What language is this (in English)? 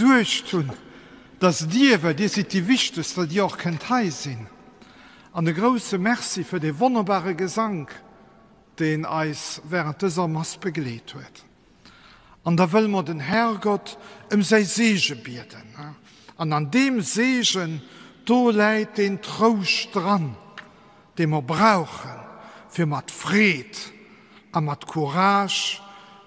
Luxembourgish